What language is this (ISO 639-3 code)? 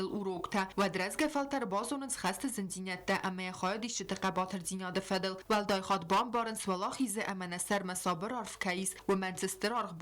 oss